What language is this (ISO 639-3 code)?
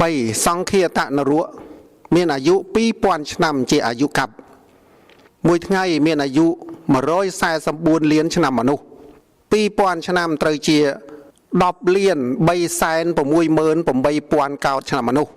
khm